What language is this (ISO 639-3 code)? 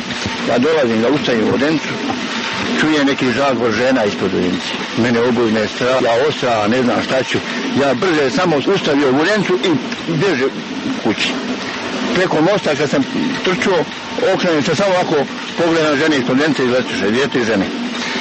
srp